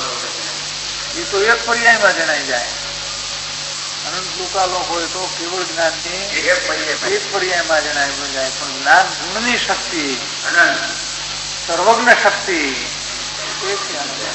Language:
Gujarati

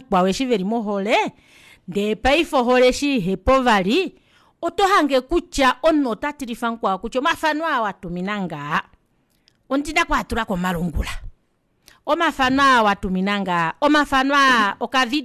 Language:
Kuanyama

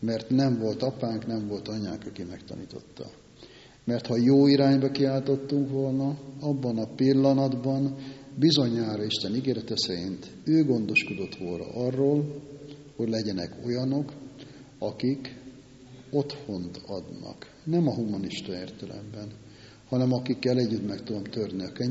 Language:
Hungarian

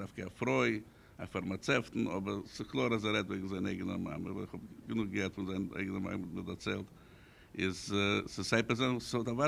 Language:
Yiddish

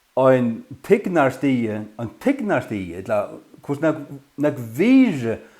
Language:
Faroese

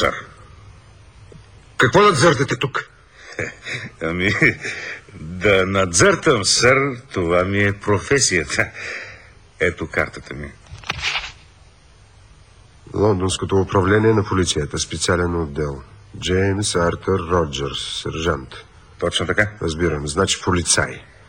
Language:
Bulgarian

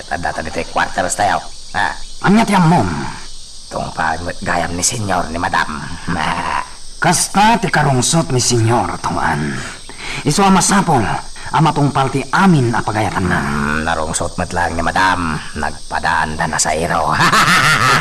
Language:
Iloko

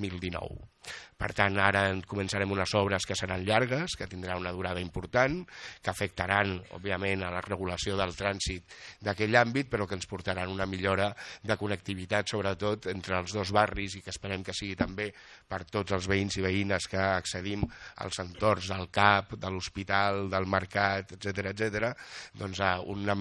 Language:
Catalan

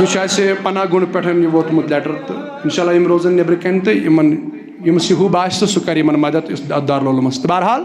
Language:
Kashmiri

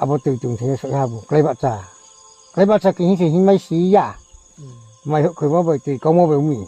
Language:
Riang (India)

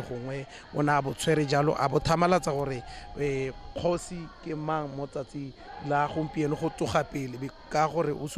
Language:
Tswana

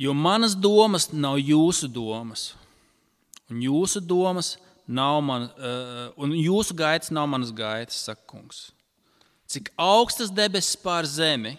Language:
Latvian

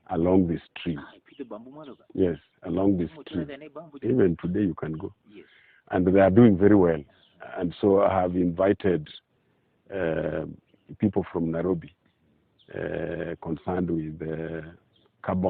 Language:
Luo (Kenya and Tanzania)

